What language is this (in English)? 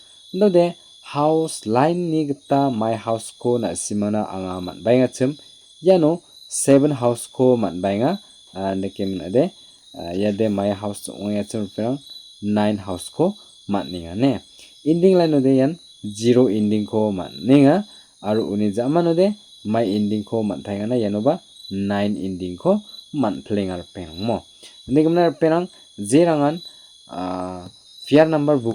Garo